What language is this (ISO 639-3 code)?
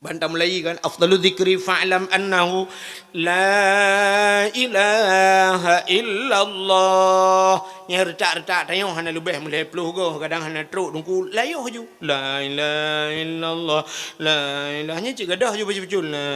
ace